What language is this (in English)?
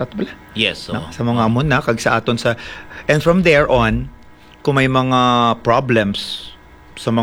Hiligaynon